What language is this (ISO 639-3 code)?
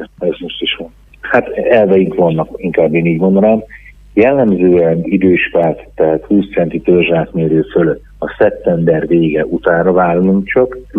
hun